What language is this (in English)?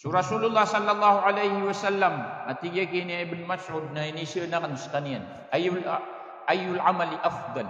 Maranao